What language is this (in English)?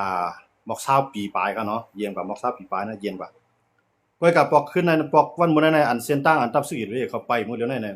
Shan